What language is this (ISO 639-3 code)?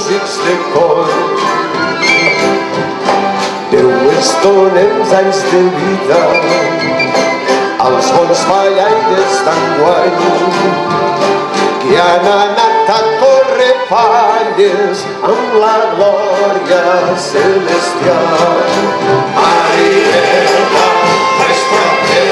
cat